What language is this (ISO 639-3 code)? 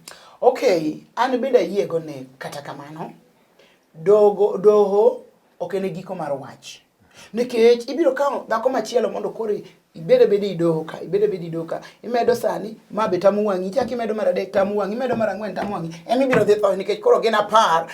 luo